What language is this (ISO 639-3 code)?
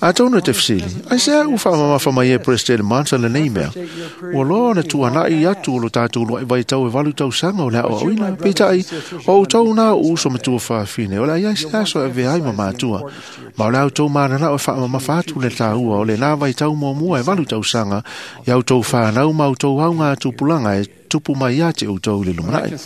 smo